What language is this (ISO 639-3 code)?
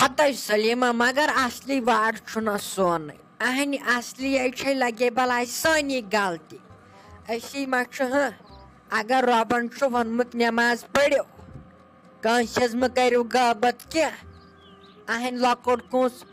kas